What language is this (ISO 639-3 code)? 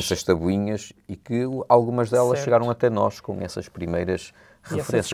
por